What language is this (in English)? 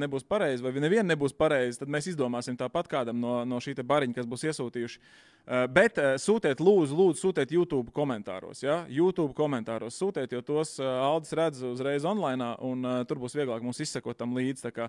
Latvian